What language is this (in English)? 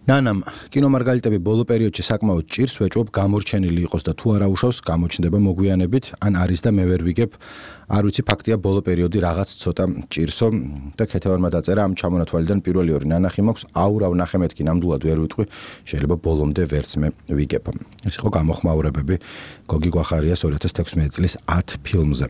Georgian